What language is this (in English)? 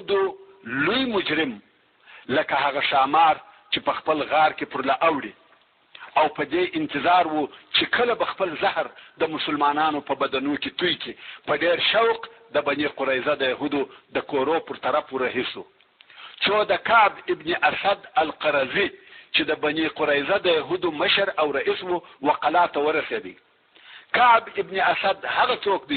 Pashto